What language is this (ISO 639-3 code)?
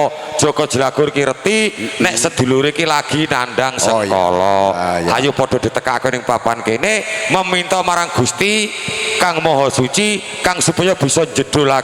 jav